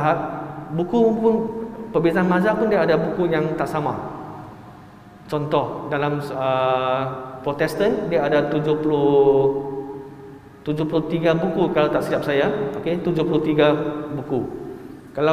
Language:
Malay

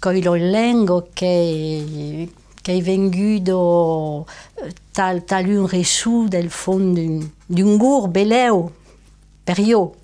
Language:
Occitan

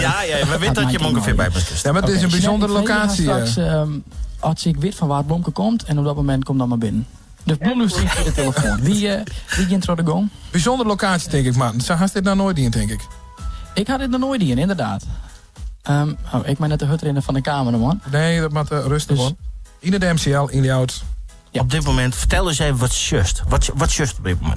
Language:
Western Frisian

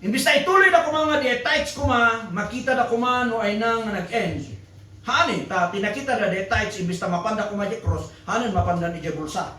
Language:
Iloko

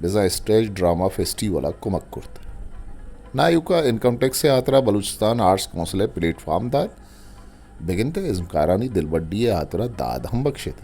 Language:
Eastern Balochi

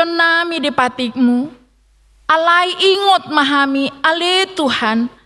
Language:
Batak Toba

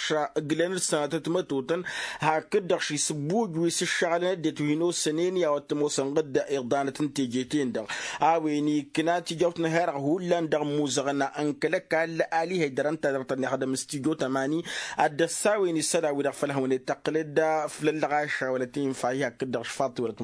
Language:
Tamasheq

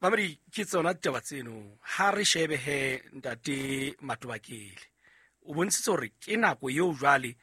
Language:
Southern Sotho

